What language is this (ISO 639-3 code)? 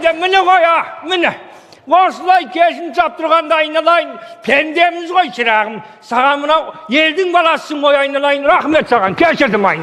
kaz